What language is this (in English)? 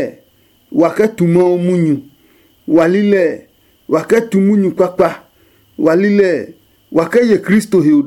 Adangme